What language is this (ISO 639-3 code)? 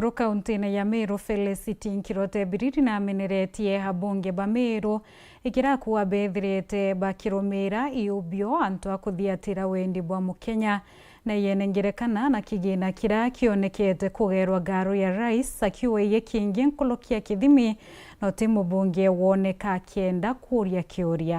mer